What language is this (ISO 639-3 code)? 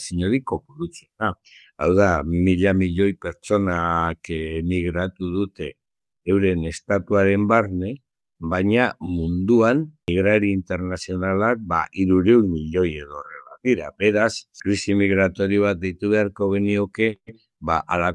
eus